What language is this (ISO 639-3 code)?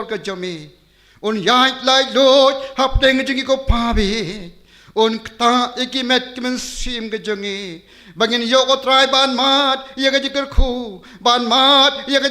kha